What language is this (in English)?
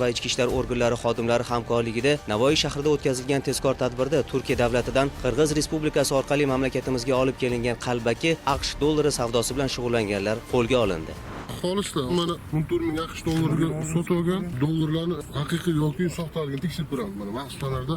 Uzbek